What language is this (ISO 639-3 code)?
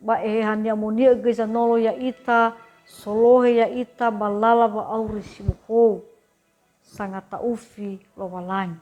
nia